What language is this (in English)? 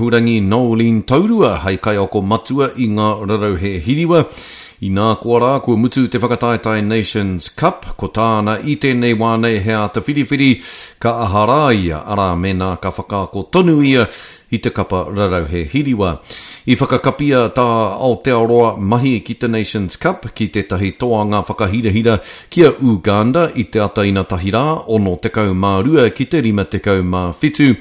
Māori